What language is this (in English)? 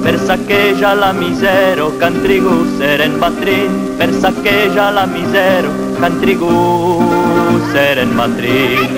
Occitan